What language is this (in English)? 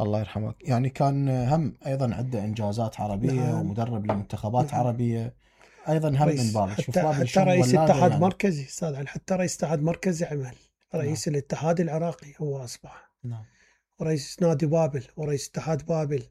Mesopotamian Arabic